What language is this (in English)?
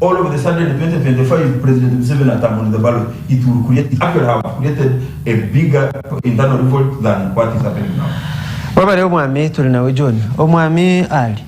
Nyankole